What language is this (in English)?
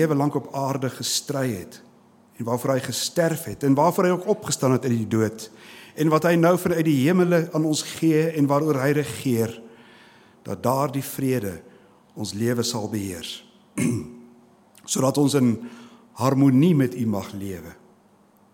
Afrikaans